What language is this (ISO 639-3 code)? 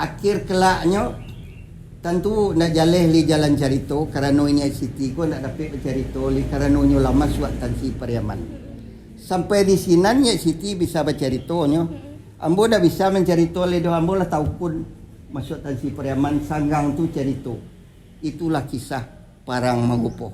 min